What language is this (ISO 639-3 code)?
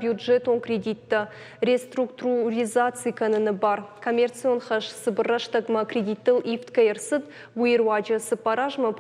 oss